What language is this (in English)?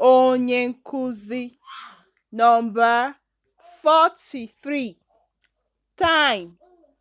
Igbo